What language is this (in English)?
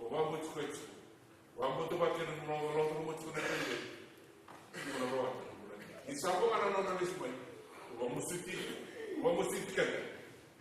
Fijian